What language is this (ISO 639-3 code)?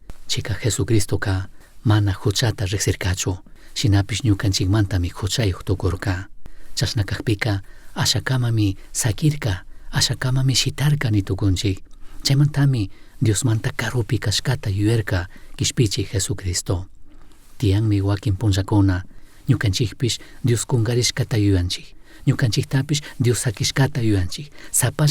qug